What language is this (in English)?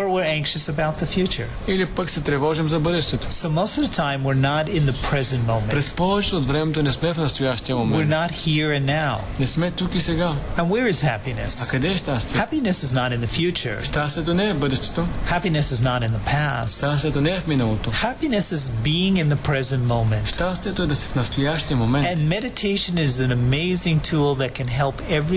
Bulgarian